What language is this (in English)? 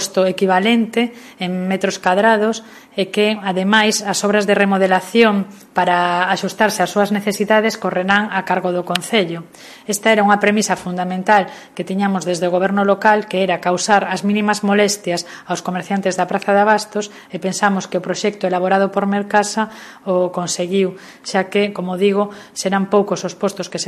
Galician